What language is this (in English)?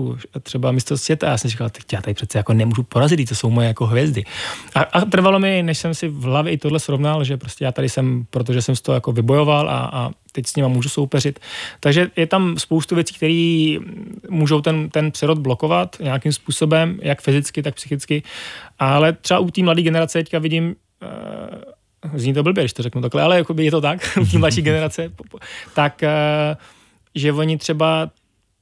Czech